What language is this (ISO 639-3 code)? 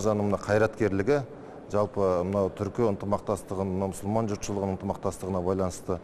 kaz